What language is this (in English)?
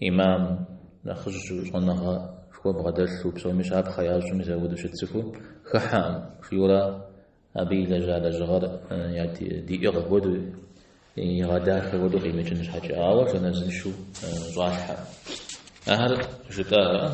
Kabardian